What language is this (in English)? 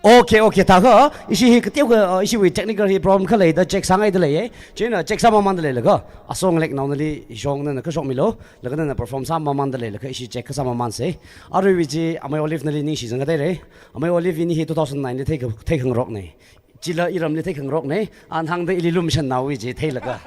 Tangkhul Naga (India)